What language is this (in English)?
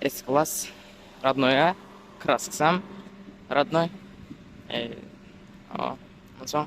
Turkmen